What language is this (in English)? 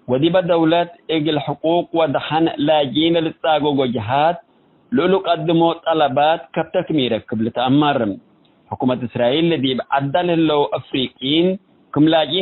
Tigre